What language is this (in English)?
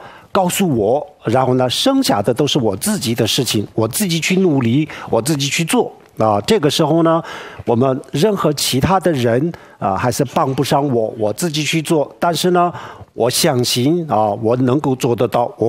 Chinese